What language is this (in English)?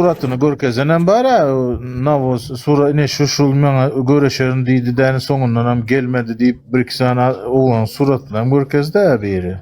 Turkmen